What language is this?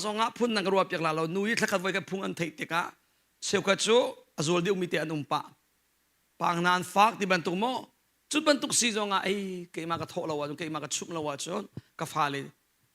Hakha Chin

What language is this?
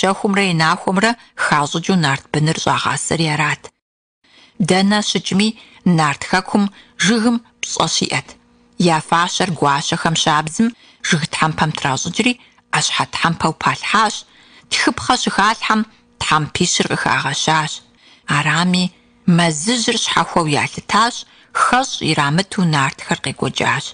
Kabardian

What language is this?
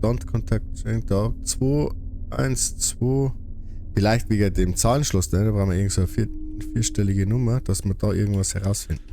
Bavarian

